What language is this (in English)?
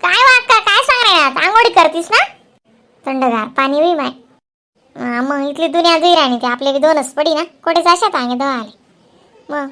Khandesi